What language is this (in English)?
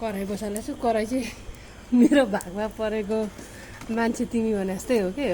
Nepali